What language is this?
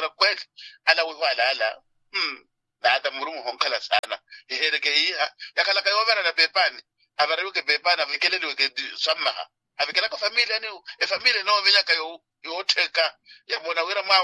Swahili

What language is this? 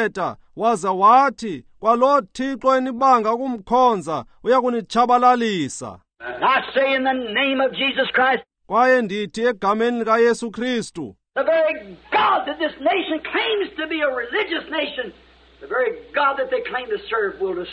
Xhosa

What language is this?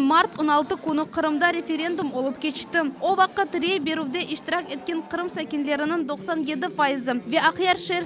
Crimean Tatar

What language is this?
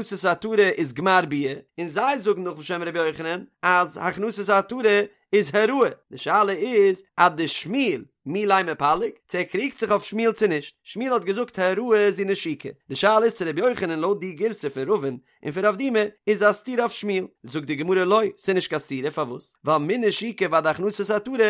Yiddish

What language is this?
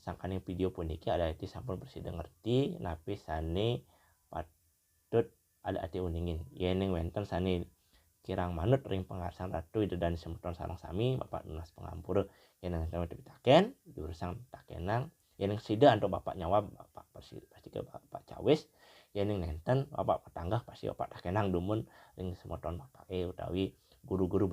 Balinese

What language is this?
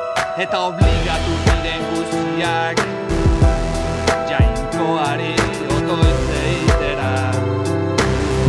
Basque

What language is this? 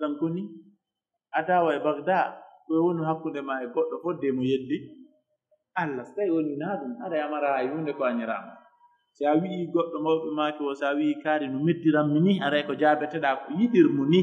Pular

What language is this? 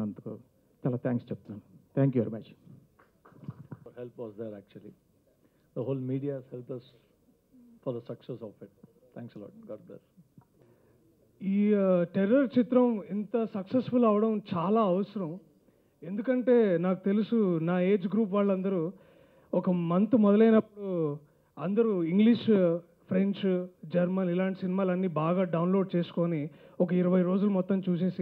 Telugu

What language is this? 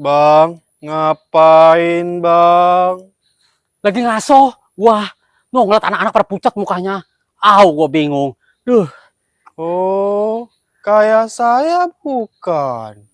Betawi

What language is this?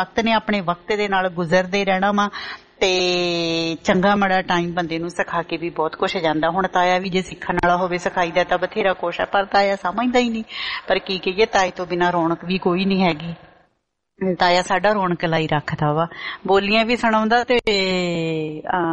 Punjabi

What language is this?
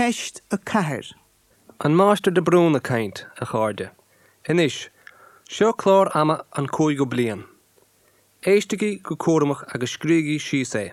Irish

